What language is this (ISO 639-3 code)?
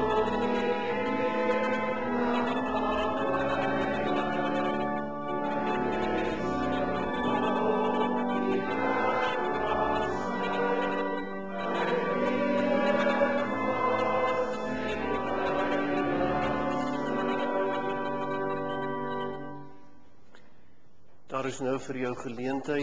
afr